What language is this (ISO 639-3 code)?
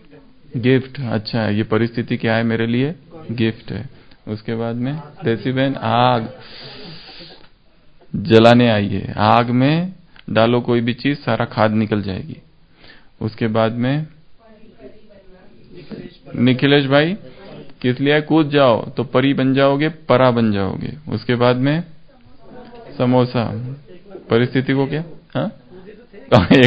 hin